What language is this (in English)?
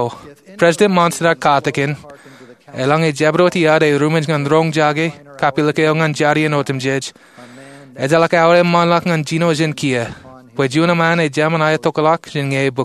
Marshallese